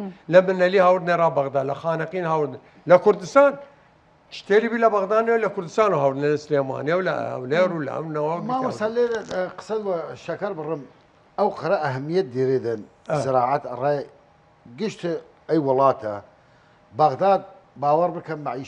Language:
Southern Kurdish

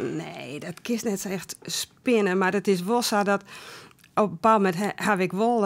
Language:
Western Frisian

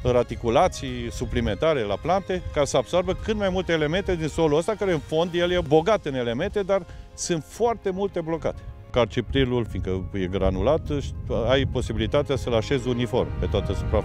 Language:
Romanian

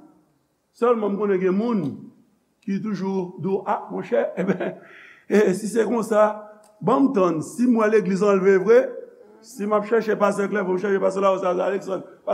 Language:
Haitian Creole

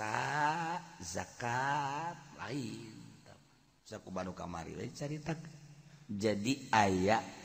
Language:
Sundanese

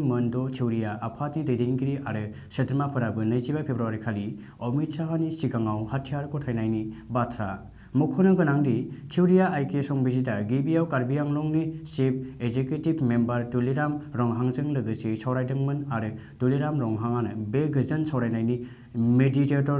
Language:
Bodo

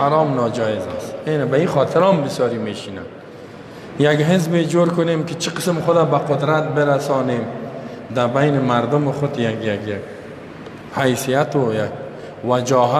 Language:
Persian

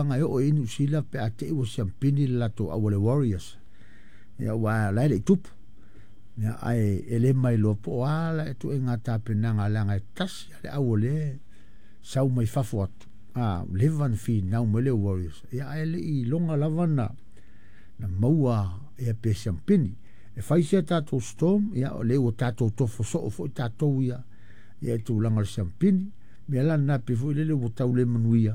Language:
Samoan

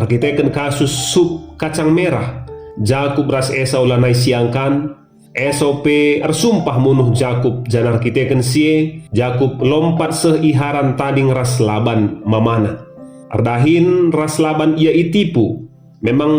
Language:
Batak Karo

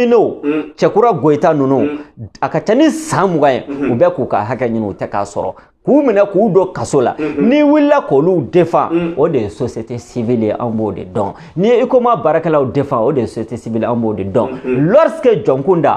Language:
Bambara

